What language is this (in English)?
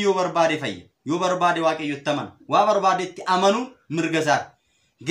Oromo